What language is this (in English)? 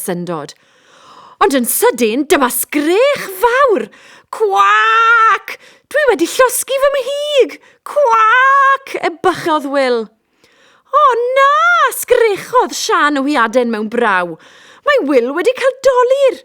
Welsh